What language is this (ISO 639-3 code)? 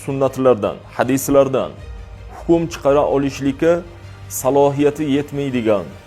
uzb